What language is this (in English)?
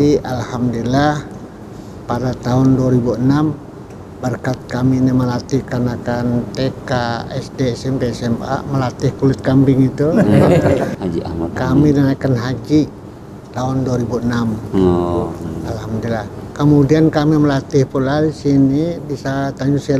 Banjar